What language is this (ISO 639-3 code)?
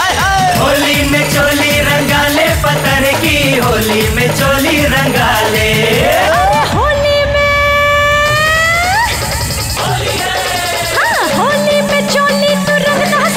bho